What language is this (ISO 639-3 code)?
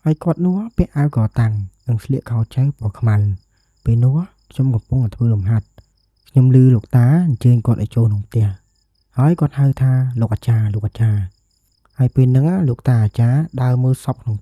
khm